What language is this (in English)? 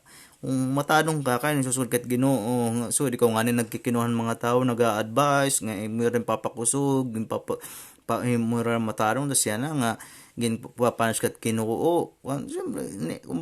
Waray